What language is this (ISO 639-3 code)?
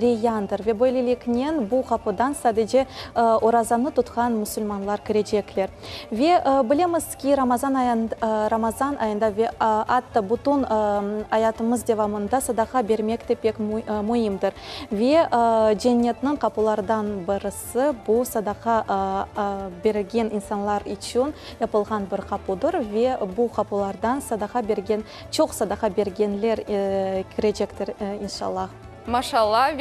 crh